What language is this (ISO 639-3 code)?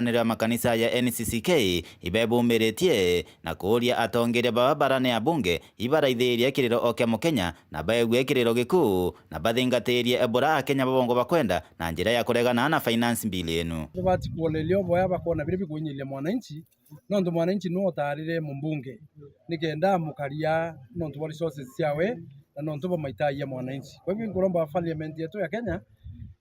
mer